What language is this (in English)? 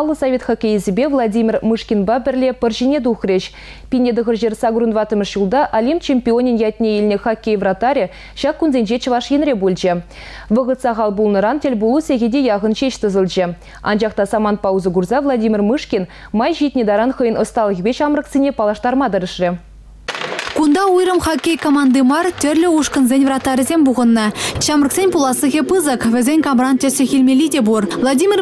Chuvash